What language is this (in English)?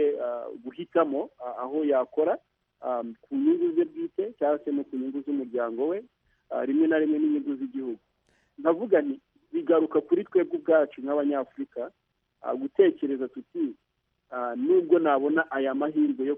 Kinyarwanda